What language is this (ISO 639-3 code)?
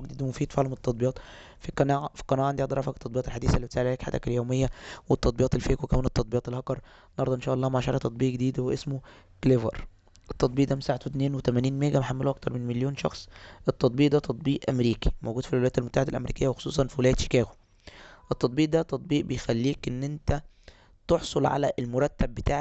arz